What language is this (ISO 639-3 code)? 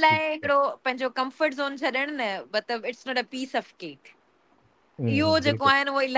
snd